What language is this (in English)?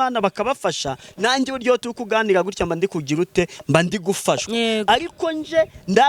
Kinyarwanda